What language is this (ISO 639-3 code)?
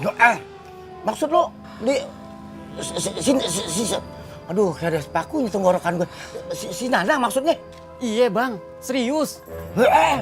bew